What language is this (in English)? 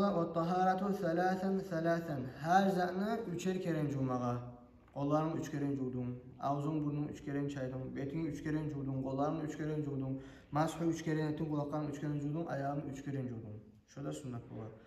Kumyk